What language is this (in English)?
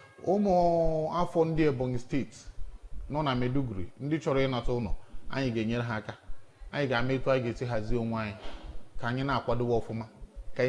Igbo